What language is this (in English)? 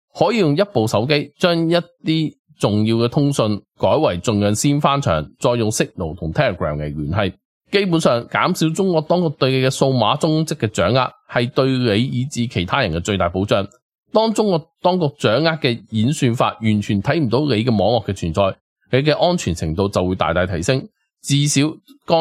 Cantonese